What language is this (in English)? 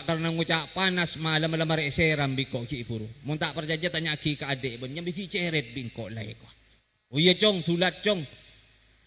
Madurese